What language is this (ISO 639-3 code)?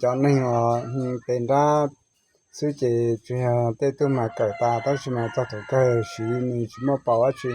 hmn